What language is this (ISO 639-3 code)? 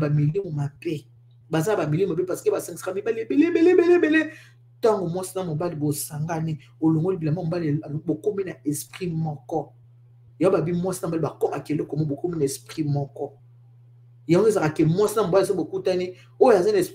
lin